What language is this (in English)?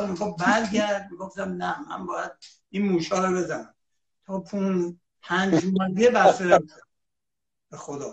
Persian